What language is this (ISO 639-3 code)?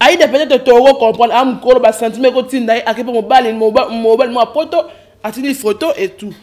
lin